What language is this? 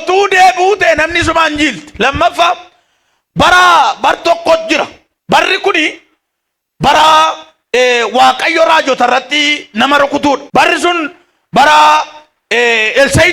Oromo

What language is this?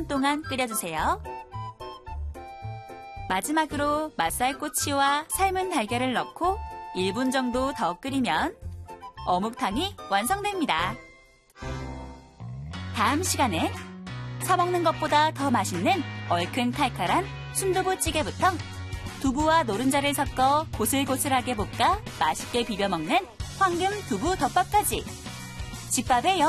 Korean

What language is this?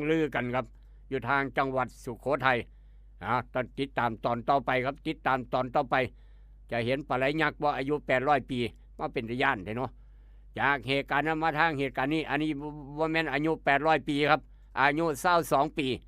Northeastern Thai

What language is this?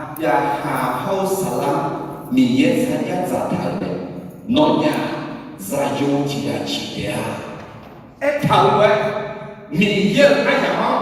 Akha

